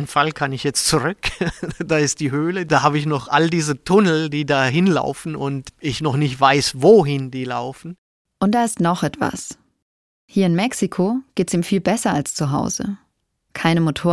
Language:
German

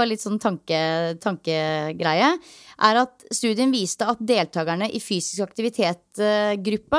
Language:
Norwegian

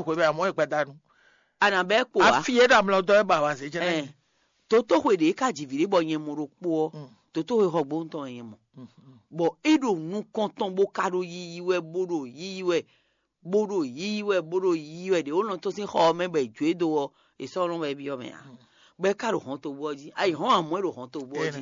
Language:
Fon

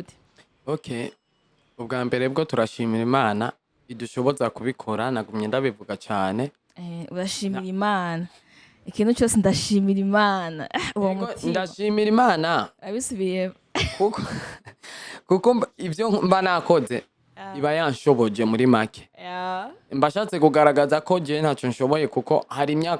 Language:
Rundi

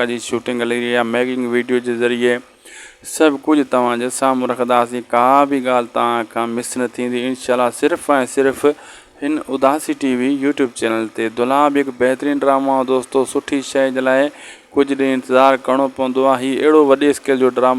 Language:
Sindhi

